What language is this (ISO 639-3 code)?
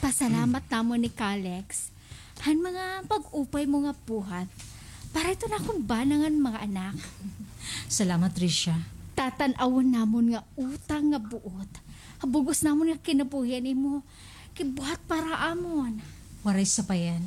war